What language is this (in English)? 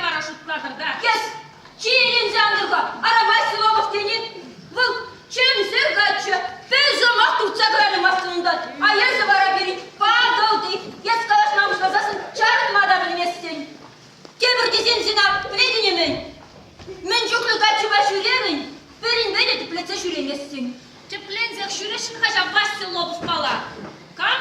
Chuvash